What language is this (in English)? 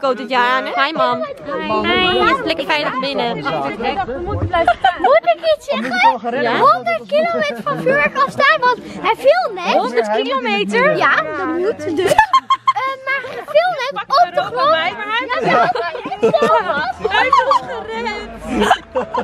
Dutch